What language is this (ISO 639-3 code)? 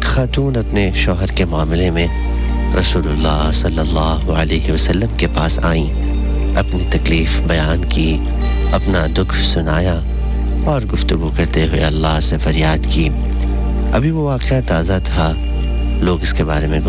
urd